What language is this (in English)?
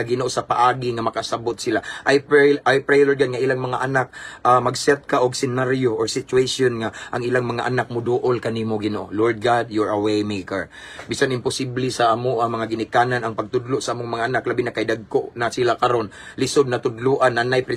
Cebuano